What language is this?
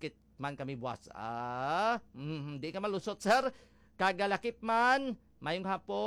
Hiligaynon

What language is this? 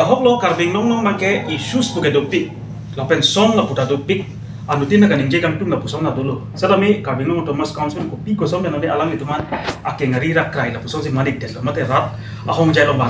Karbi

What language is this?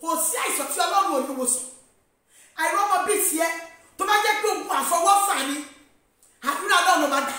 Yoruba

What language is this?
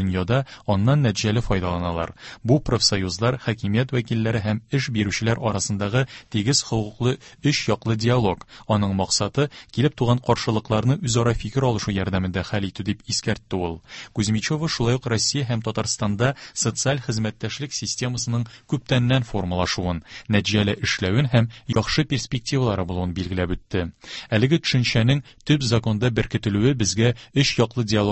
Tatar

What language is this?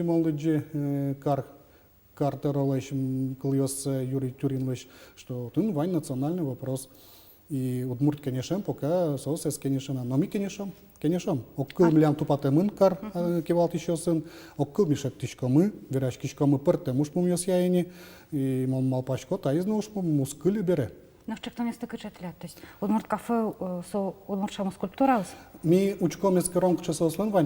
Udmurt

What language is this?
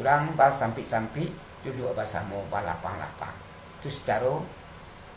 Minangkabau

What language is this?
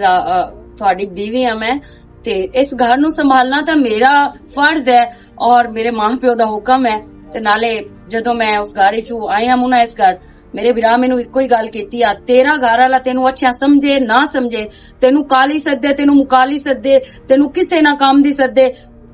Western Panjabi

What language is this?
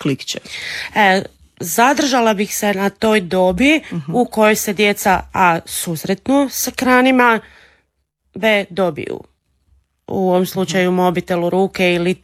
Croatian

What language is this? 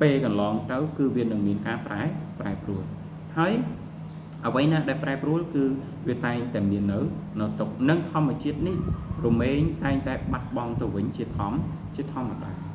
Khmer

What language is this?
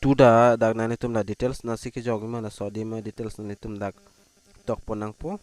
Karbi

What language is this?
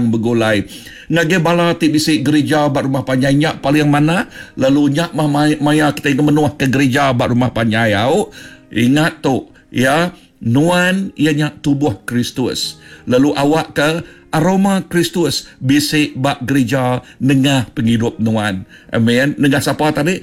Iban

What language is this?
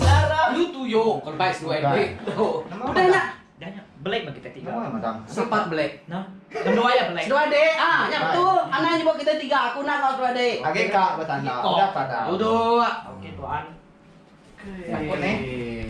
Iban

